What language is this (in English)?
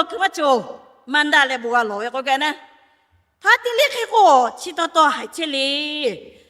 Lahu